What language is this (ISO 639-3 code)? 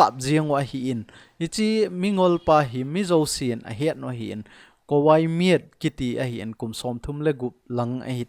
tcz